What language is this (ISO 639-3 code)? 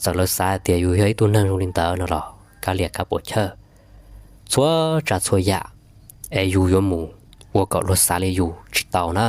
hmn